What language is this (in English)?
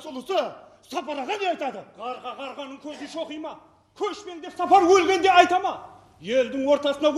Kara-Kalpak